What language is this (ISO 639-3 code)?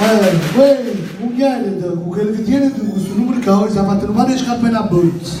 nap